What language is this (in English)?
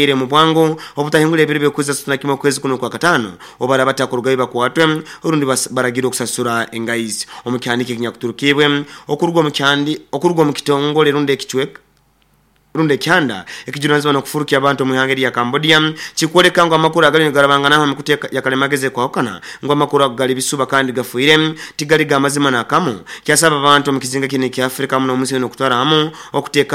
Nyoro